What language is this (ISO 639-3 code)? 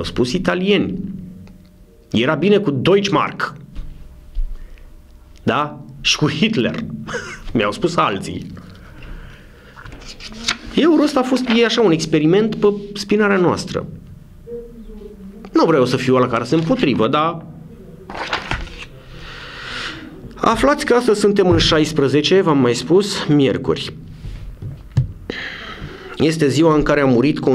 ron